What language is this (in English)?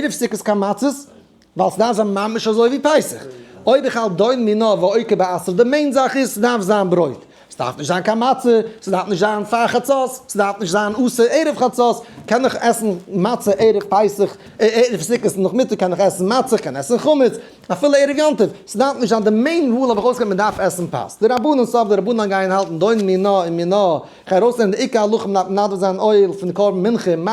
Yiddish